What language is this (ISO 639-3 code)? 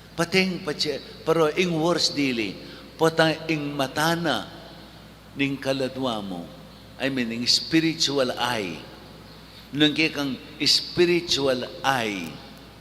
pam